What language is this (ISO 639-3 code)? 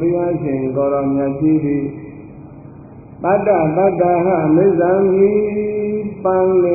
mya